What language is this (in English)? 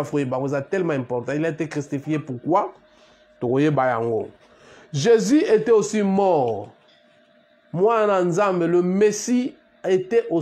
French